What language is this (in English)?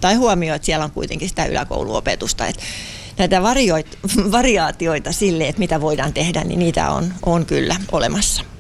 Finnish